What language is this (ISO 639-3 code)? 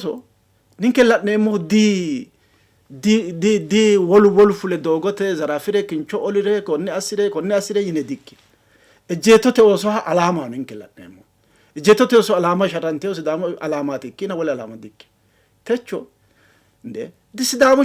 sid